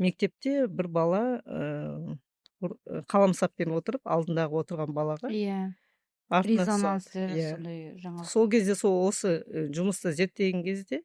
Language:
Kazakh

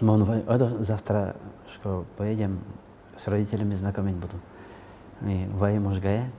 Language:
Udmurt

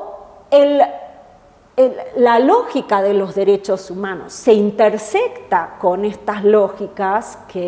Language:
Spanish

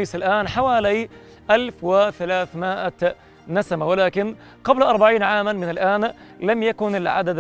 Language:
Arabic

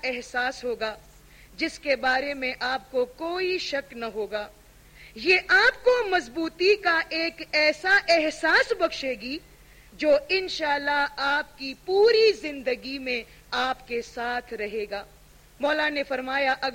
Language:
Urdu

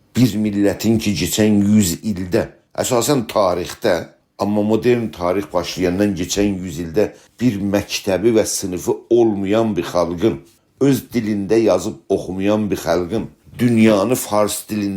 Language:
South Azerbaijani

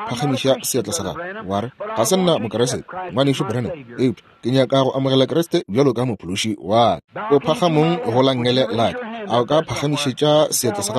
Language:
Northern Sotho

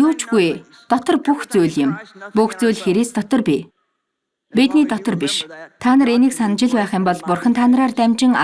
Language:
Mongolian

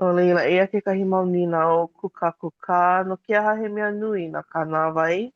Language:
Hawaiian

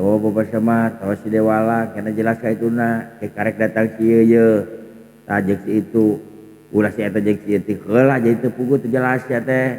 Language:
Sundanese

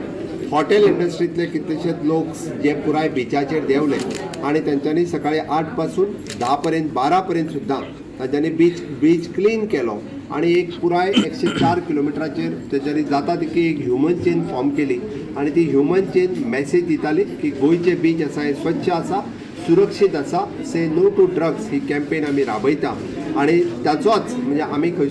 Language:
Konkani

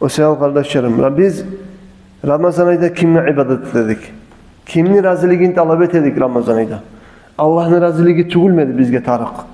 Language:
Kumyk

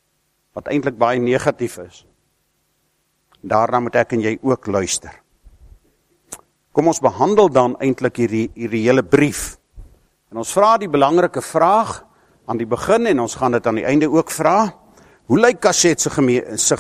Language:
Afrikaans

